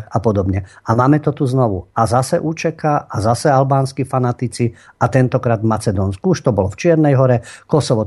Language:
Slovak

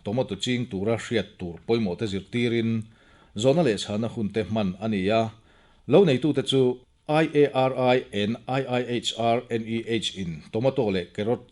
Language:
Mizo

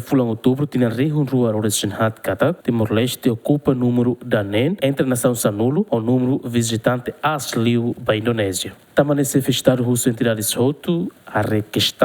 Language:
Tetum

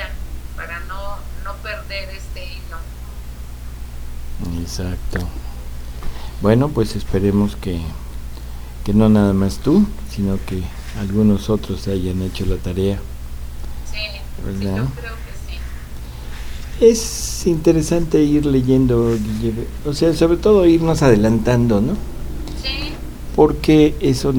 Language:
Spanish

